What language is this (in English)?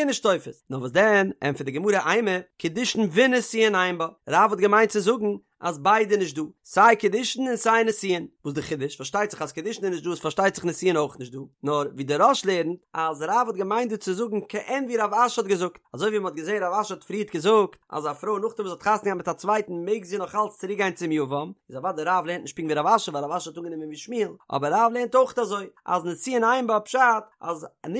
Yiddish